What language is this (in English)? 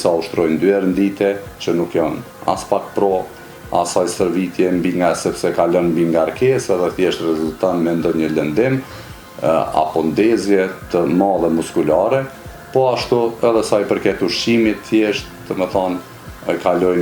Albanian